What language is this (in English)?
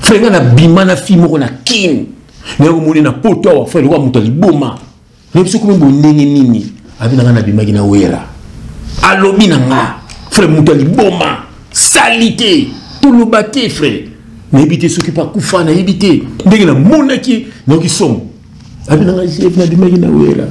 Lingala